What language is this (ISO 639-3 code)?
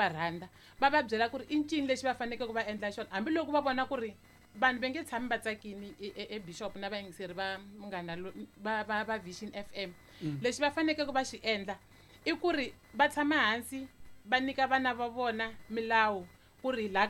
tso